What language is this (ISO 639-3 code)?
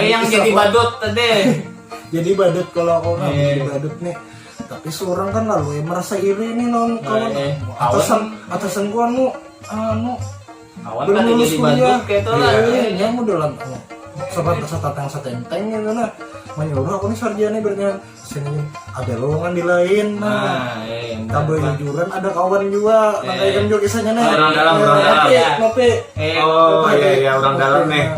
bjn